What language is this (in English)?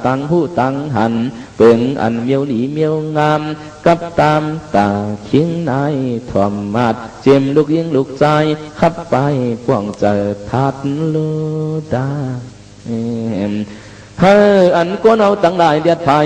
Shan